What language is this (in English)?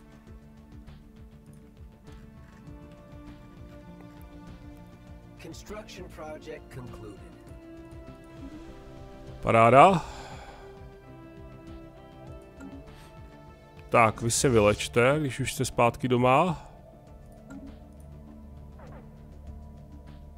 Czech